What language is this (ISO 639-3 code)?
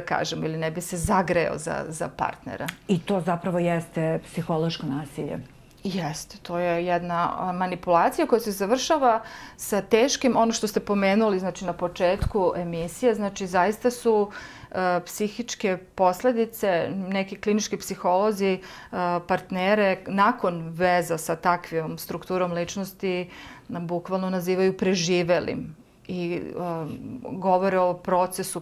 srp